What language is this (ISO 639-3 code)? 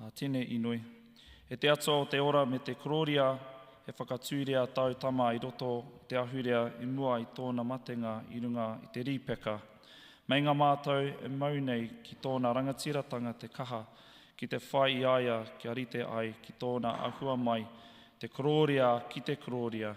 mri